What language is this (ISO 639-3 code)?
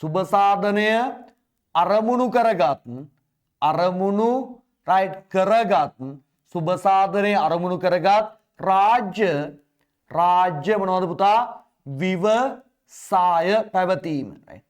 sin